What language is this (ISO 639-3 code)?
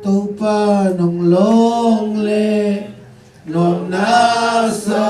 ctd